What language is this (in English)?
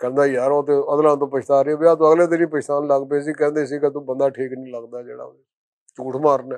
Western Panjabi